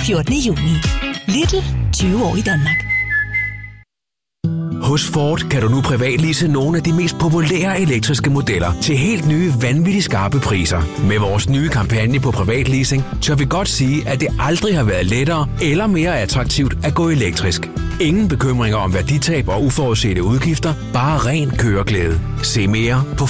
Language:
Danish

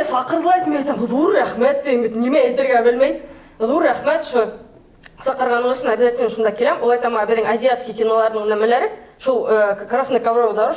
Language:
Bashkir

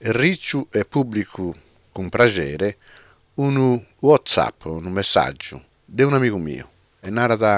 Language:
Sardinian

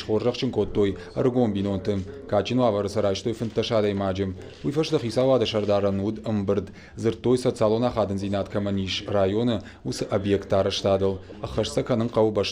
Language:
Ossetic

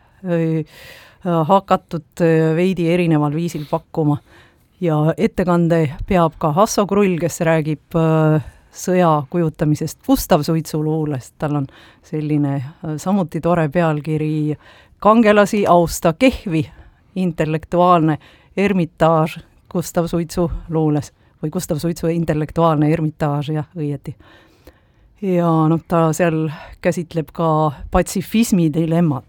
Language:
Estonian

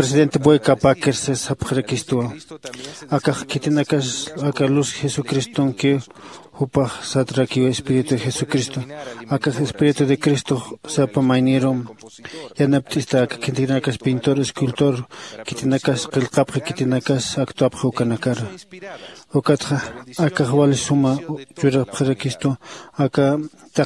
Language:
Aymara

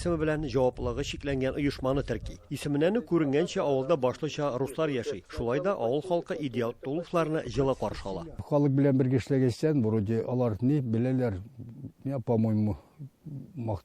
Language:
Tatar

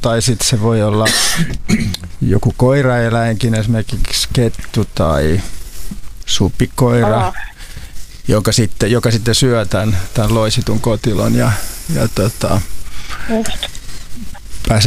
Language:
Finnish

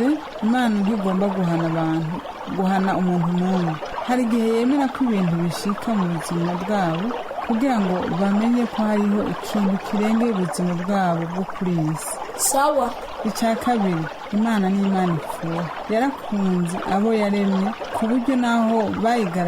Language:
Rundi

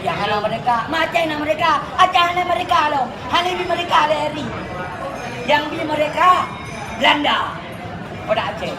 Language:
Achinese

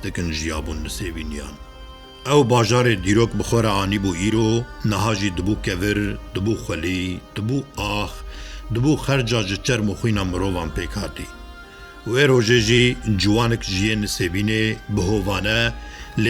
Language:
Kurdish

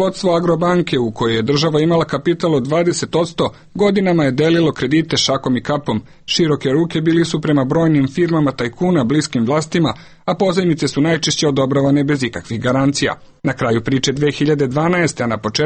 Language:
Serbian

